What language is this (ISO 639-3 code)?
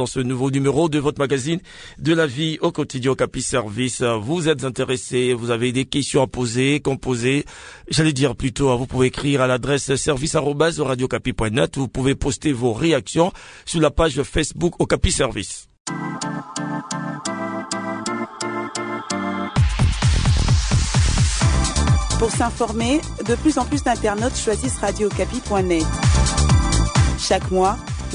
fra